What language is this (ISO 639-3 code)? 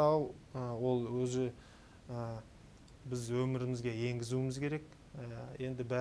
kaz